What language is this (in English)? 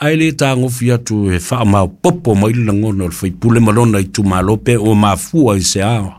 Samoan